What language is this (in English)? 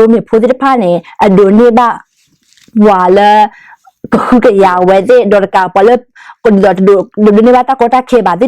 S'gaw Karen